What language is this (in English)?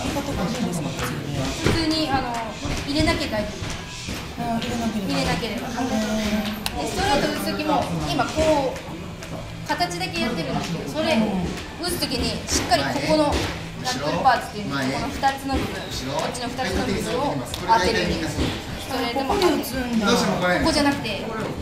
Japanese